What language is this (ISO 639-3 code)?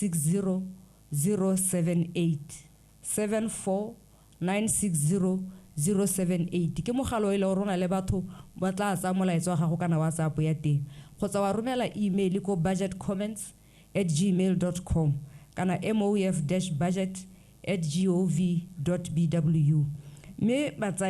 tsn